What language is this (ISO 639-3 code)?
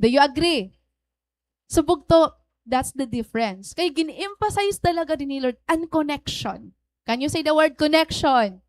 war